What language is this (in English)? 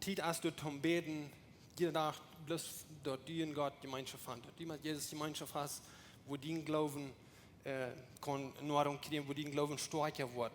Plautdietsch